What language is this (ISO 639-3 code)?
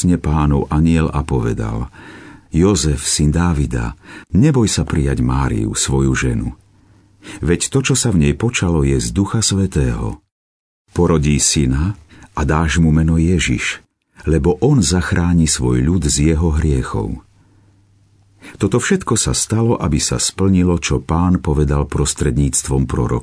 slk